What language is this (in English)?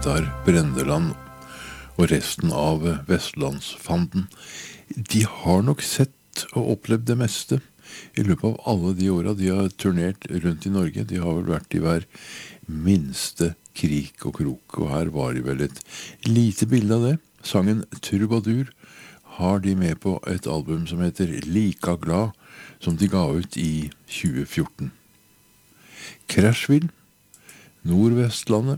Norwegian